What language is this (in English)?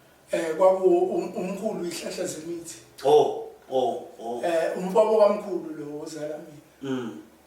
Zulu